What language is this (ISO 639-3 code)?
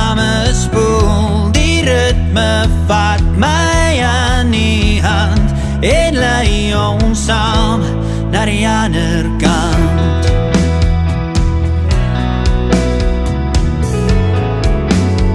afr